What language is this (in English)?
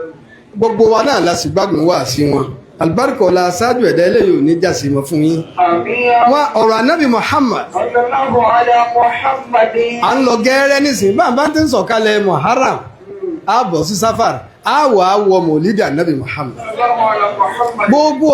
Yoruba